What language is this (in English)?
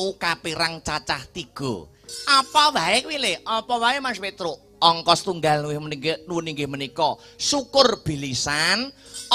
Javanese